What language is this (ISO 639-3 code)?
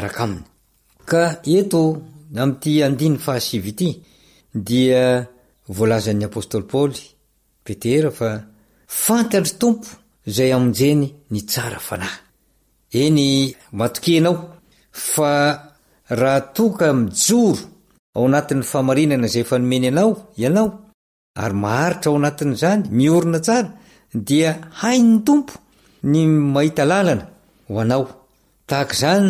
mlg